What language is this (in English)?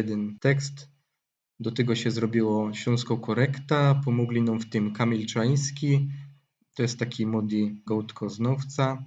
Silesian